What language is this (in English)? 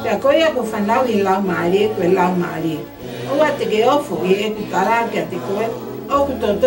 Tongan